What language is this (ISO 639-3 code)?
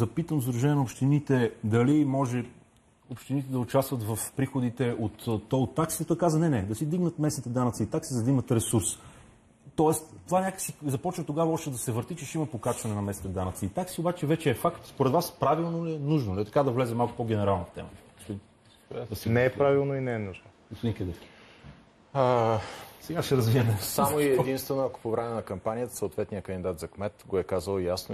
bul